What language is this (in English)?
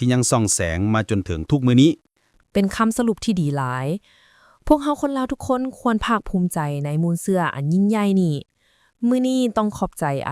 Lao